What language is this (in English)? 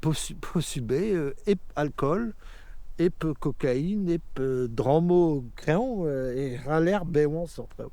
Breton